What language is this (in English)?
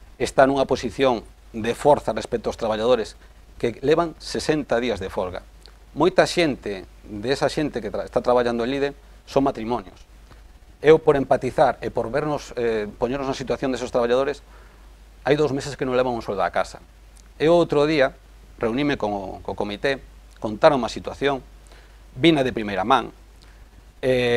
Galician